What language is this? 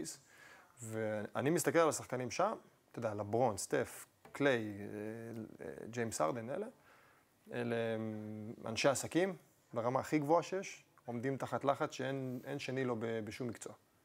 Hebrew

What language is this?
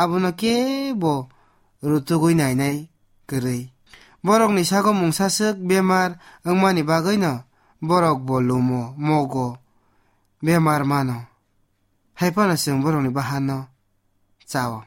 Kok Borok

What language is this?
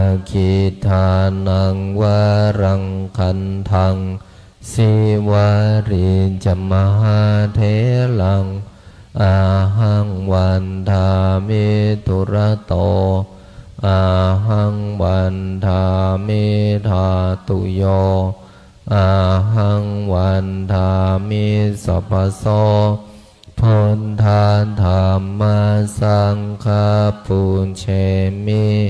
Pali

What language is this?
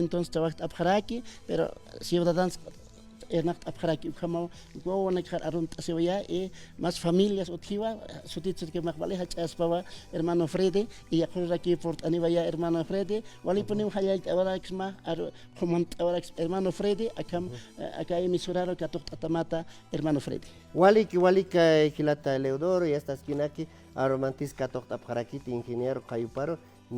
Aymara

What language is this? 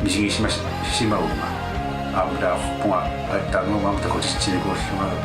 Kalaallisut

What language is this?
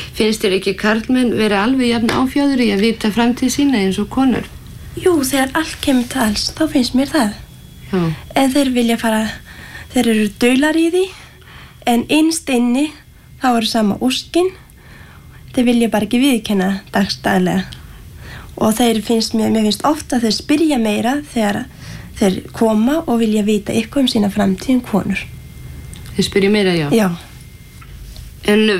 Icelandic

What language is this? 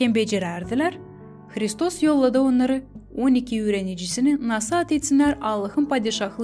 Gagauz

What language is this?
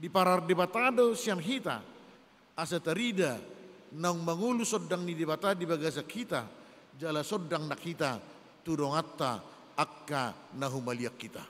Batak Toba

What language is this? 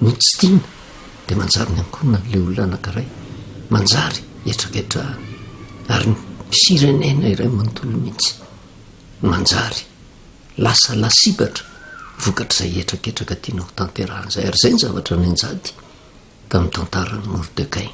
Malagasy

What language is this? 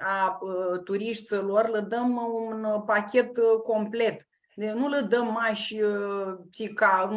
Aromanian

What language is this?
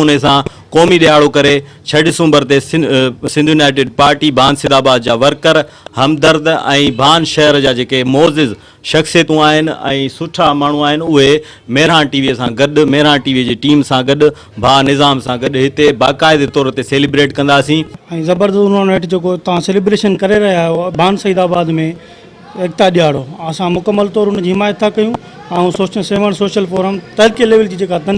Sindhi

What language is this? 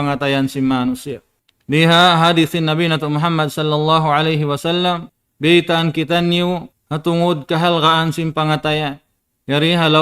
Tausug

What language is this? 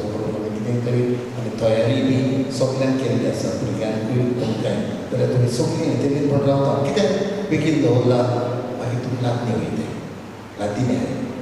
Konkani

